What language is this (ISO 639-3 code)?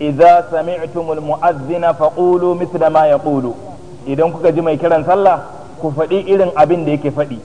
hau